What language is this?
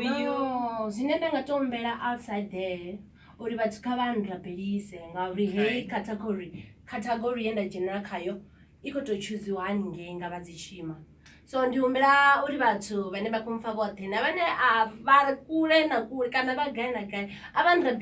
Venda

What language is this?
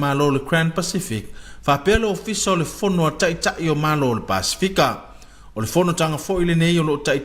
Samoan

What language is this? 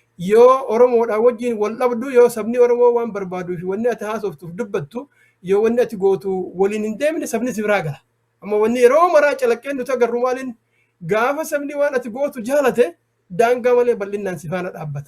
Oromo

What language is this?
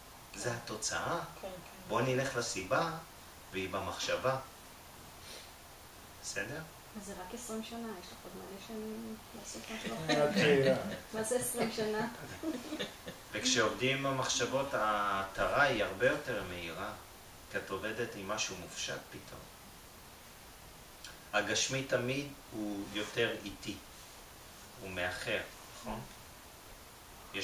Hebrew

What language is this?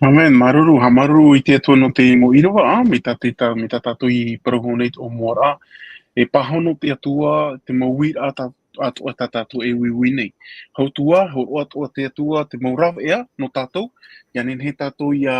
Tahitian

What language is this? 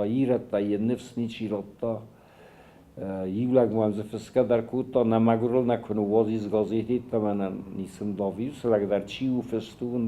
Ossetic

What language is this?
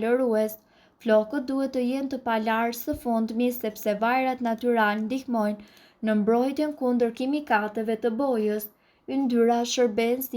Albanian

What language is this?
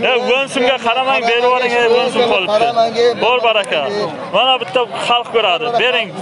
Tajik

